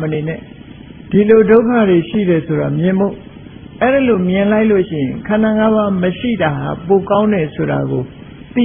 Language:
Burmese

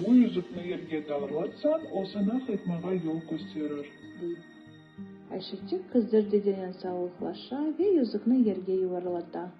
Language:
Crimean Tatar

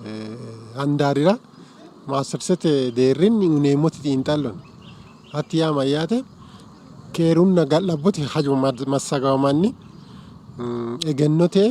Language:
Sidamo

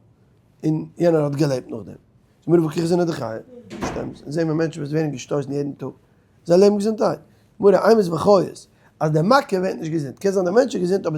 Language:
Yiddish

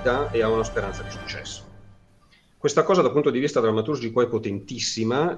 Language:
Italian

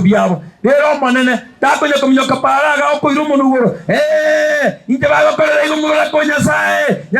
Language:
Gusii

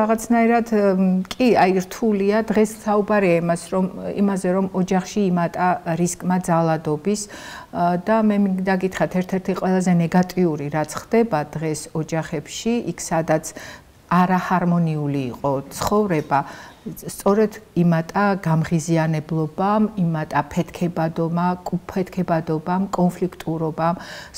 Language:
Georgian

